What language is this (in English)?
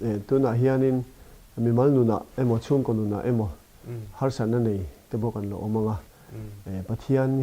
Mizo